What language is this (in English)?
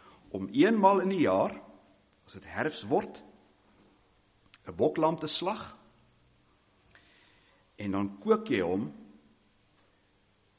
Afrikaans